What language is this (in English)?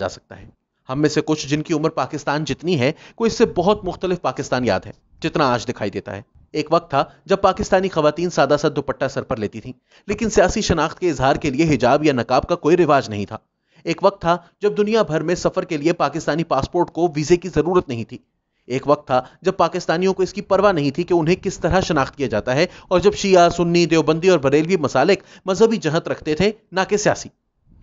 Urdu